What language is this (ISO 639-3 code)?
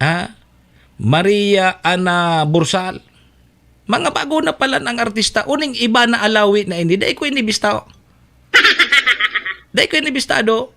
bik